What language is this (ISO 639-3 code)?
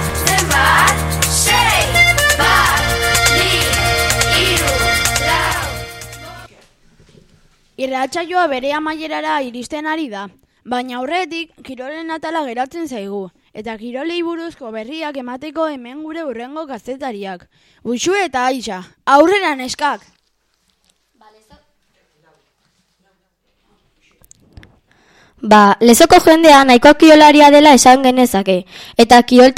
eus